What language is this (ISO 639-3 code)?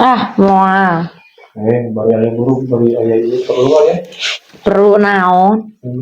sun